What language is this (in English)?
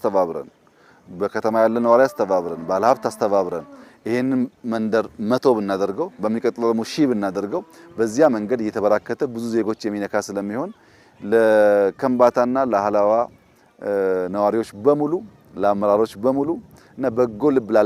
Amharic